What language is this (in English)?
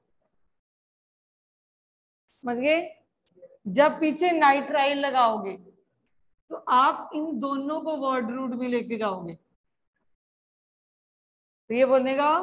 Hindi